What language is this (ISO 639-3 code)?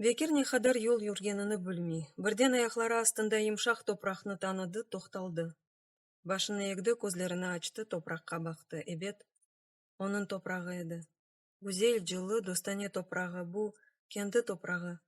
crh